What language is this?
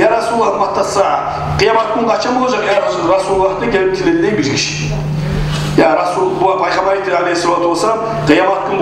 Kumyk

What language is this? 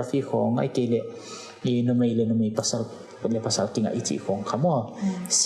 Paite Chin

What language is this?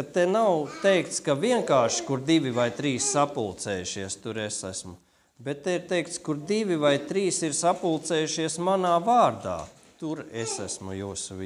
Latvian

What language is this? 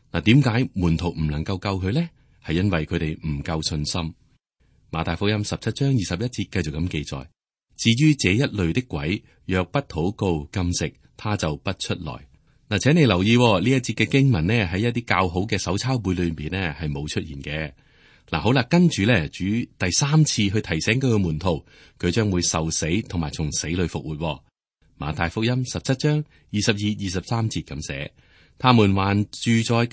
Cantonese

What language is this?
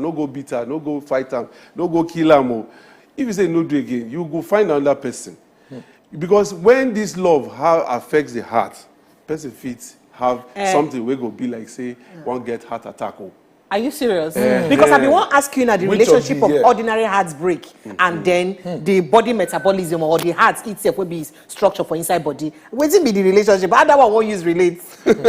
Nigerian Pidgin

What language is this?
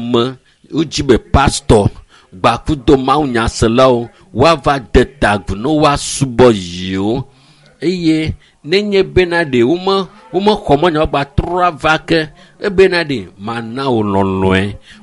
Ewe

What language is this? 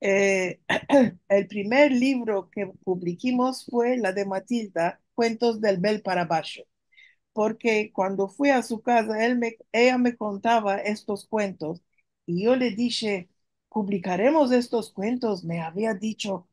Ladino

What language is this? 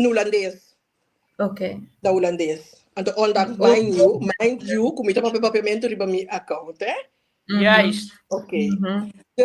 Papiamento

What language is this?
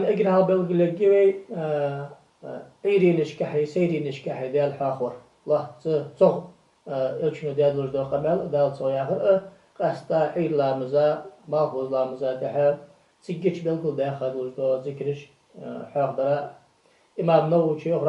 Ingush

